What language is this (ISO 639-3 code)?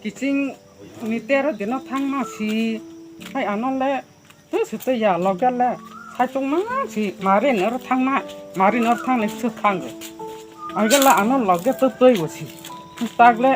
trp